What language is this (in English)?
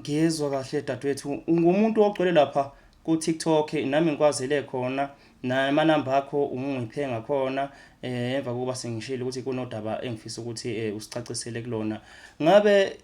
Zulu